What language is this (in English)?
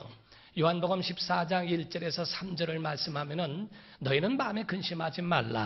Korean